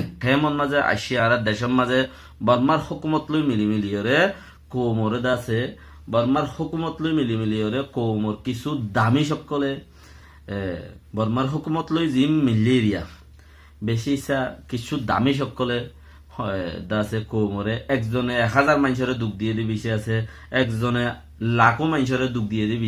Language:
Rohingya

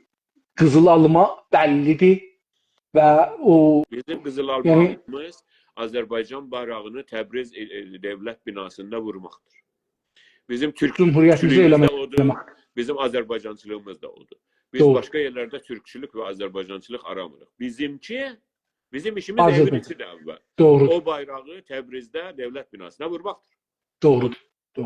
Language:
South Azerbaijani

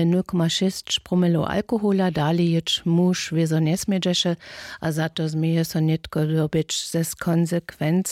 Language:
Upper Sorbian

